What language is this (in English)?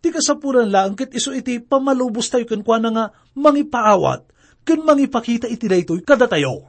Iloko